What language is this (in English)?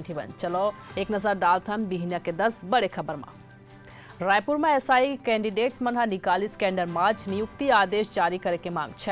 Chhattisgarhi